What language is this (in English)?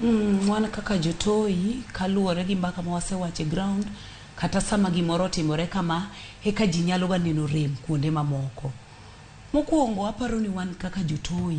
Luo (Kenya and Tanzania)